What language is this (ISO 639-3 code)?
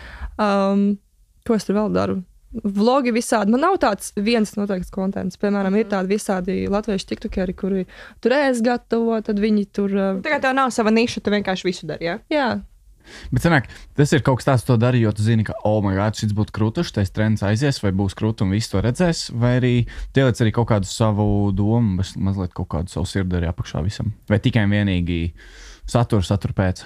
lav